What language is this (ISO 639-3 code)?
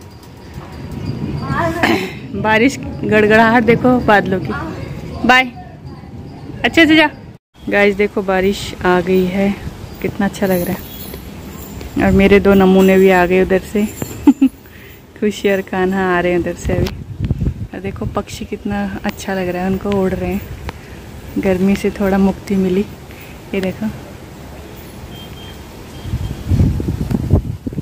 hin